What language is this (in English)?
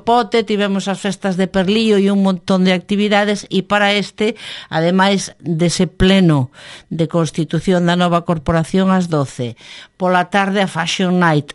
Galician